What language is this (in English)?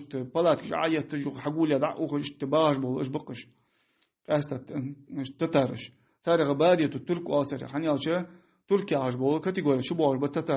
Ingush